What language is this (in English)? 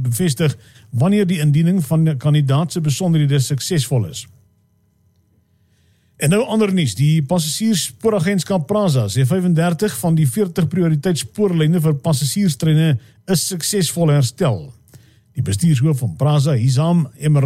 Afrikaans